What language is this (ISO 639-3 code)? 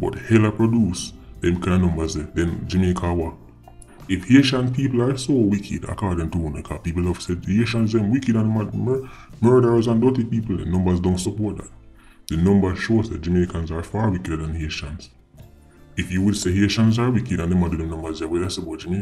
jam